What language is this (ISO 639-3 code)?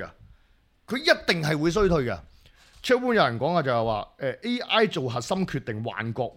yue